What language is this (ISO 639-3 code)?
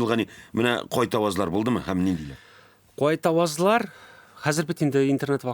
tat